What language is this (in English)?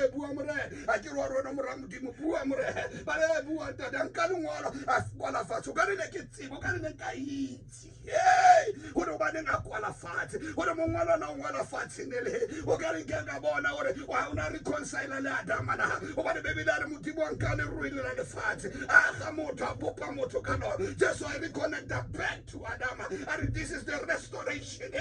Tswana